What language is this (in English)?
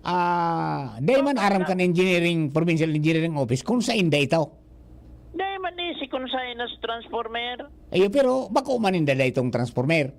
Bikol